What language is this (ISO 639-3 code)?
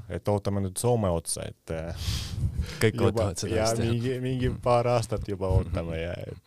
est